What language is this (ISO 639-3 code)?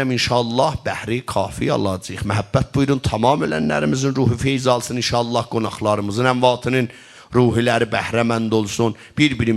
azb